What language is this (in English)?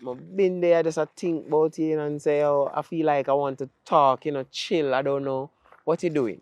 Jamaican Creole English